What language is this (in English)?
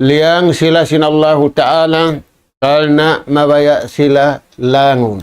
Tausug